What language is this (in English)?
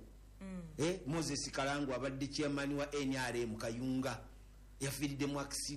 Ganda